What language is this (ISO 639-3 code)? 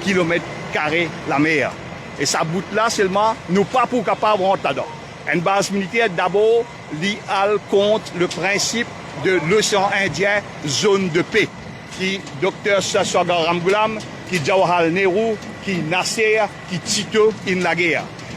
mfe